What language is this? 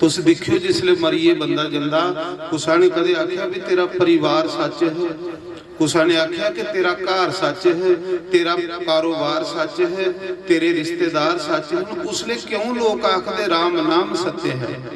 Dogri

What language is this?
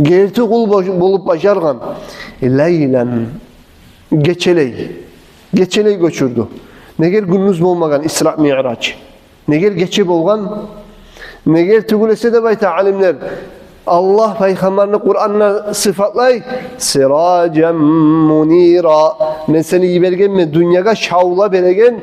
Kumyk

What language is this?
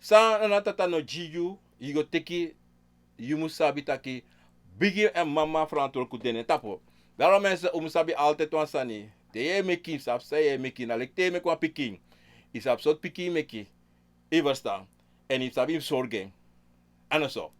Sranan Tongo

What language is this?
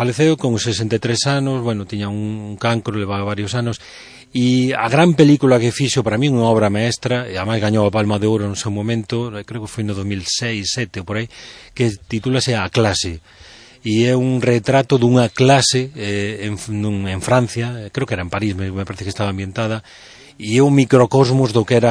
Galician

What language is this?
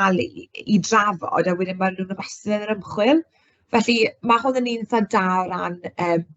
Welsh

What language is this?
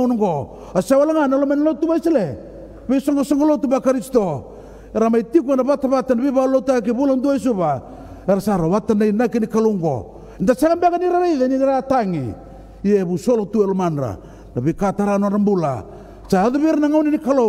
Fijian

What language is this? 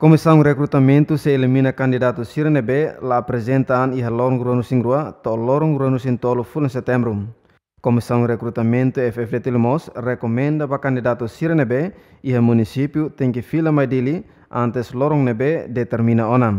Tetum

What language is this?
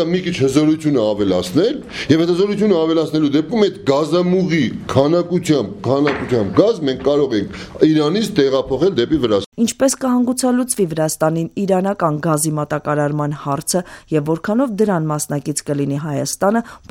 Armenian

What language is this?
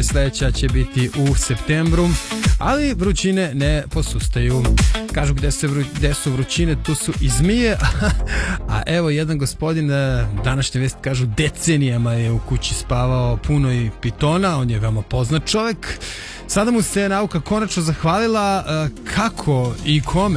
Serbian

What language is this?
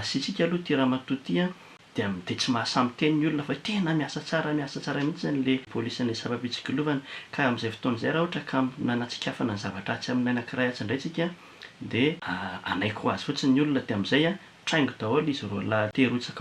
Malagasy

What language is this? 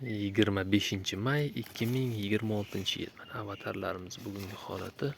Uzbek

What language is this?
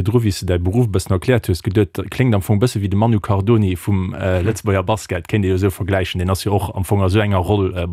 Luxembourgish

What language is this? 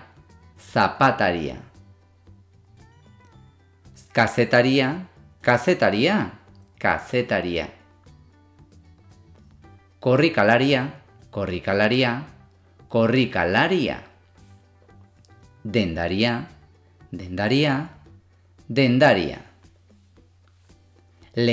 Basque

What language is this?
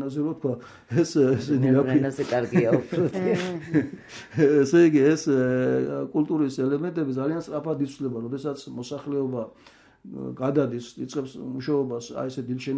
Georgian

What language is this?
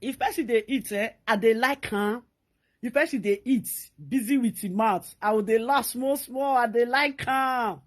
Nigerian Pidgin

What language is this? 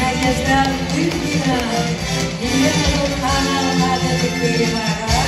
Yakut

